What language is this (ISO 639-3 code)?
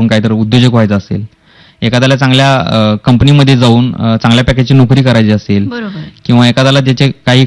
mar